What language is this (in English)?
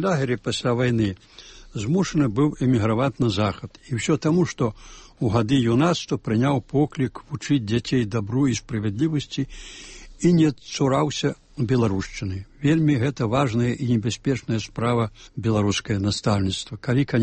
Belarusian